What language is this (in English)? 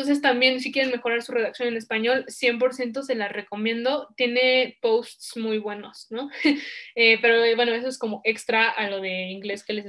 Spanish